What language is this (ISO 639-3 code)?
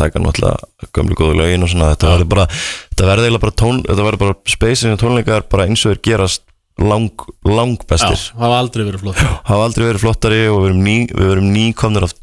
isl